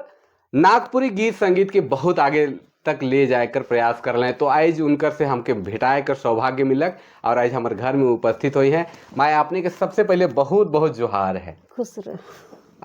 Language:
Sadri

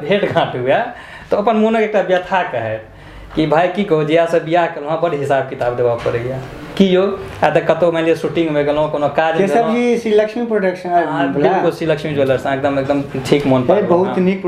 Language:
Maithili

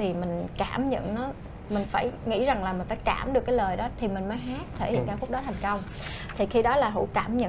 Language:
Vietnamese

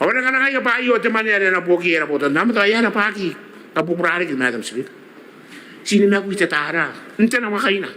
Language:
Gilbertese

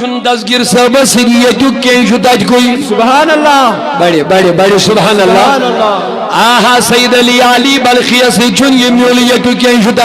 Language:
Kashmiri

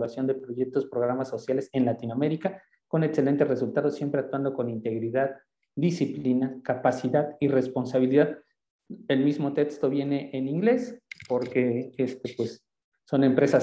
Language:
Spanish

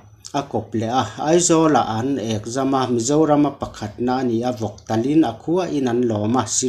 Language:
Mizo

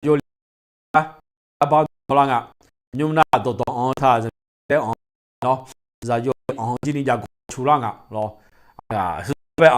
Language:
Akha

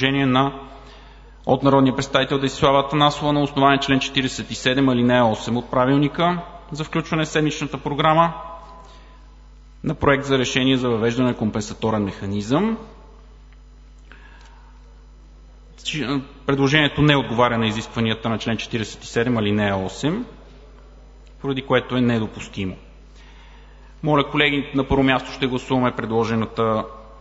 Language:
Bulgarian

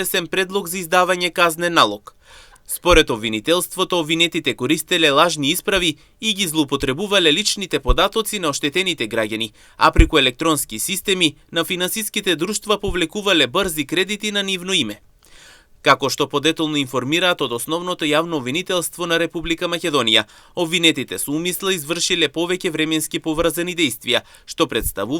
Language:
Macedonian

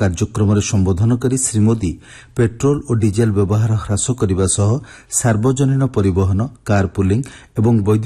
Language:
Odia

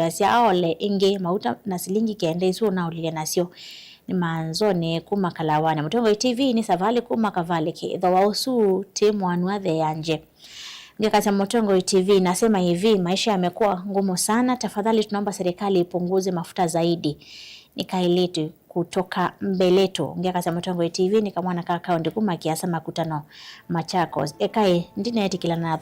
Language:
Kamba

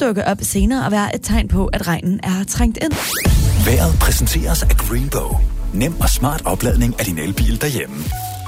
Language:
Danish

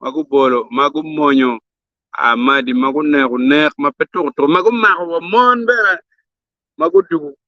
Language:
Acoli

